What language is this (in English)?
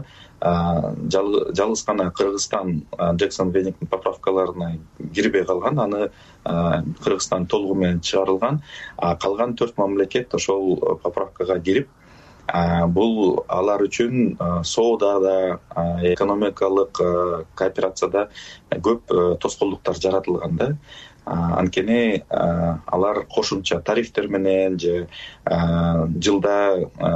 Kyrgyz